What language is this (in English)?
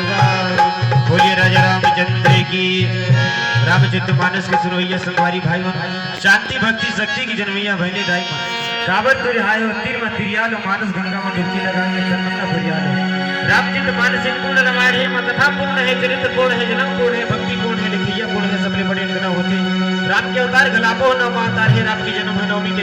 Chhattisgarhi